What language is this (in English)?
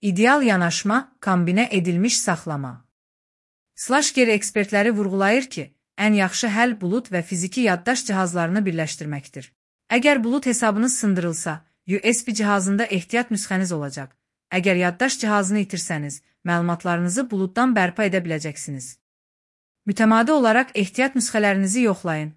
Azerbaijani